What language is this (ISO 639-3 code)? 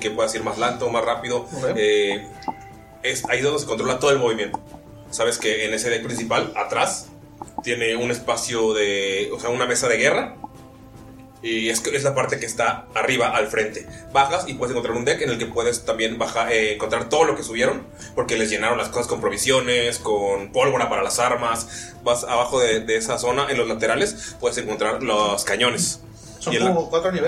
spa